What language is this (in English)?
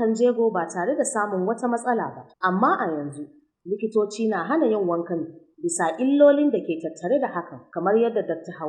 Hausa